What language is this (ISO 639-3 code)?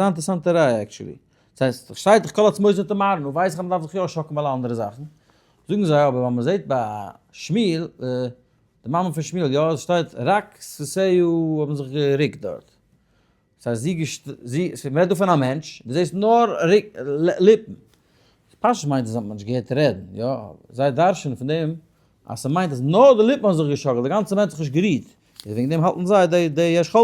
yid